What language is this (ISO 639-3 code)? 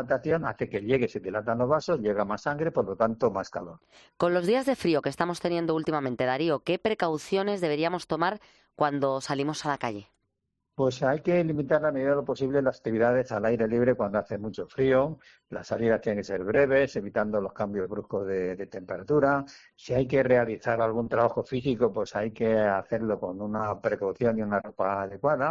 spa